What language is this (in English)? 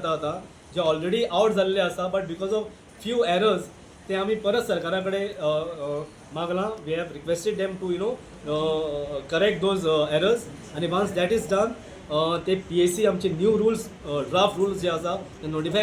Konkani